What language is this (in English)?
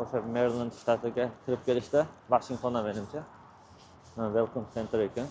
Uzbek